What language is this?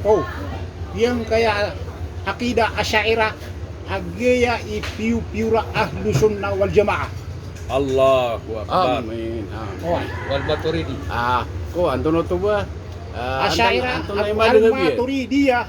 Maranao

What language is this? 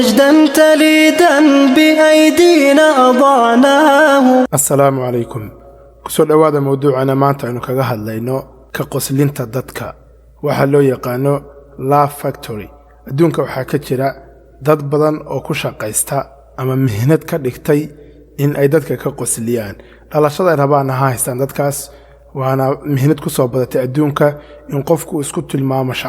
Somali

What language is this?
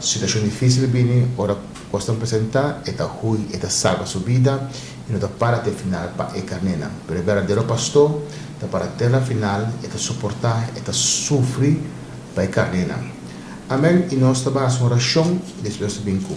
Papiamento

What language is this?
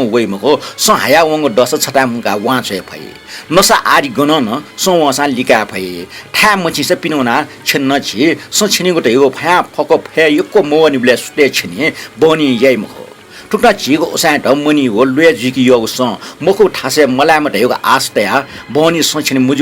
Newari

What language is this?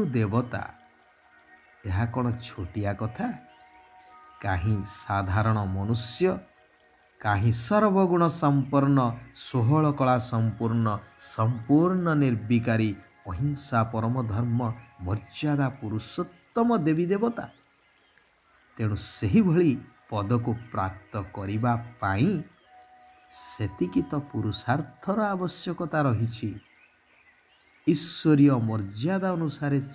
Odia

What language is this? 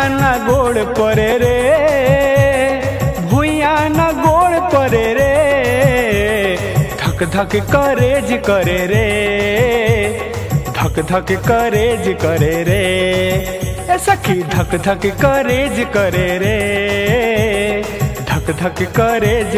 Bhojpuri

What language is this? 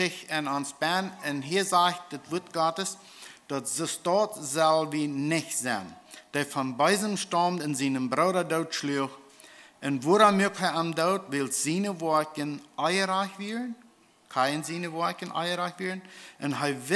Plautdietsch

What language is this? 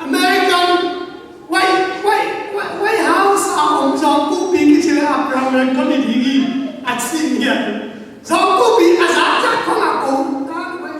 Tedim Chin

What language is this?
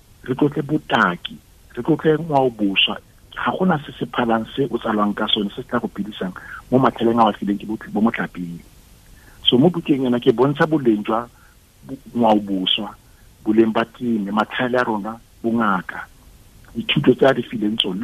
Tswana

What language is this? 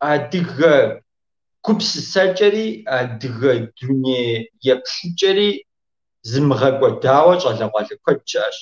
Kabardian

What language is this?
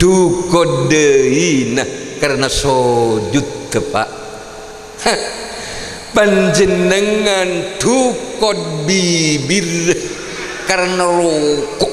Madurese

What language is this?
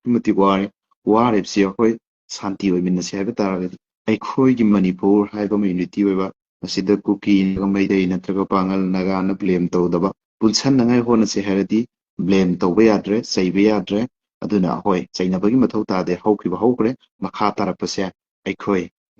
Manipuri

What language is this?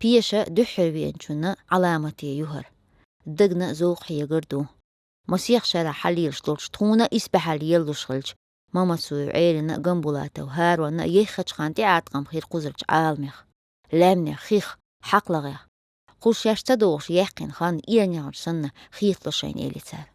Chechen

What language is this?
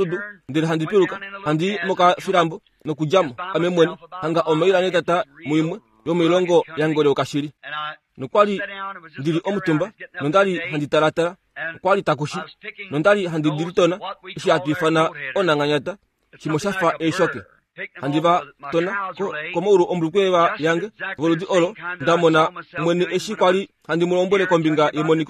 Kuanyama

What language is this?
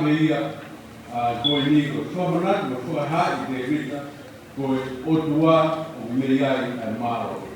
Tongan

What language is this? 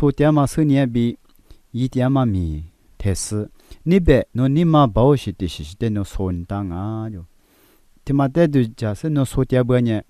Lisu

